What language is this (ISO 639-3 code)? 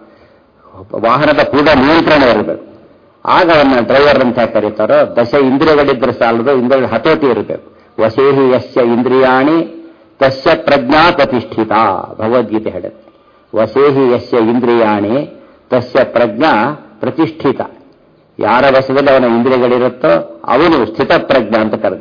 kan